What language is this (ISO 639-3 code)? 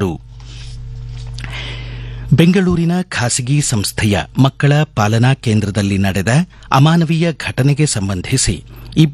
kan